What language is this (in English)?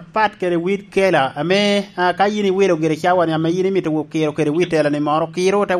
Lango (Uganda)